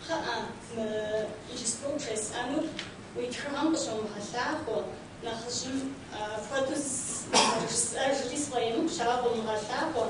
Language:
Kabardian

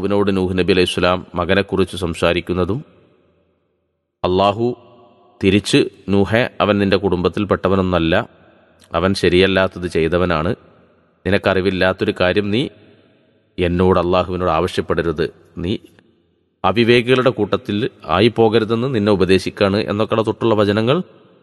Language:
Malayalam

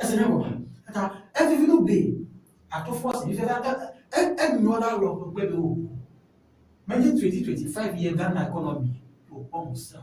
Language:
Ewe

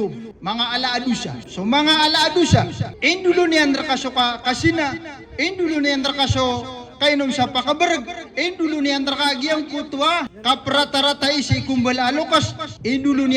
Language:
Maranao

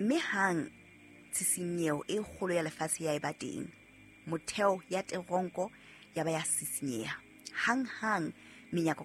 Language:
Southern Sotho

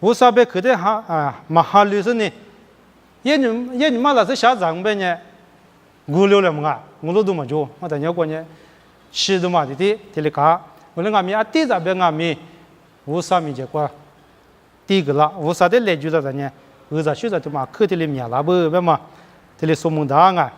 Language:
Lisu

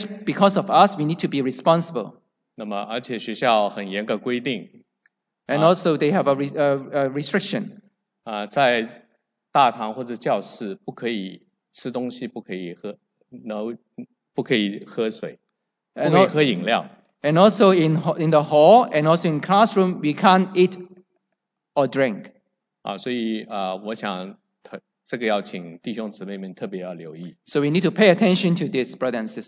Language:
Chinese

